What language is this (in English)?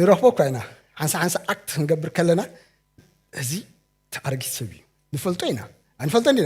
Tigrinya